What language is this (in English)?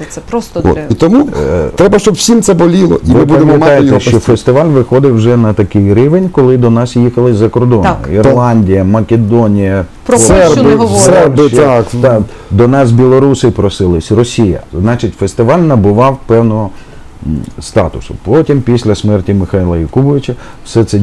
Ukrainian